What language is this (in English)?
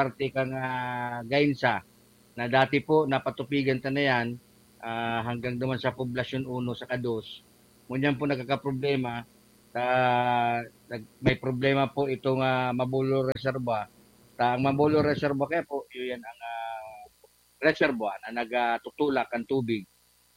Bikol